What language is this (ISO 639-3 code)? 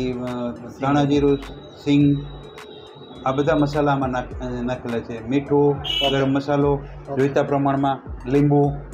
guj